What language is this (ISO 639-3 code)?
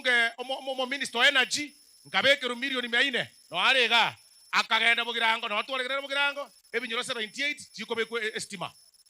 guz